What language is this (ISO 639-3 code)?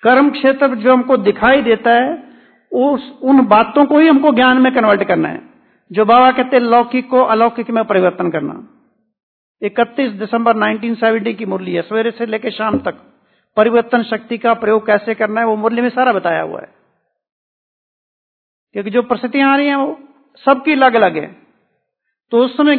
hin